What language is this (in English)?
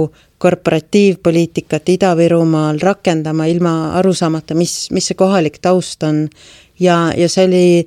Estonian